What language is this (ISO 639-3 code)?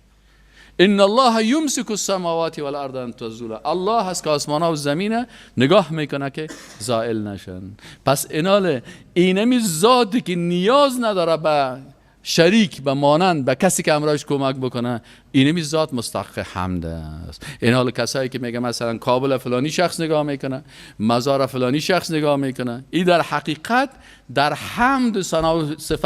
fas